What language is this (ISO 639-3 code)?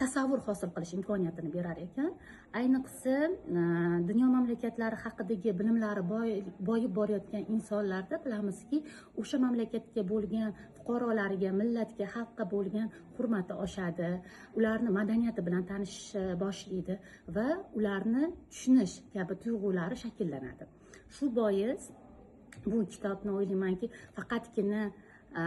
uzb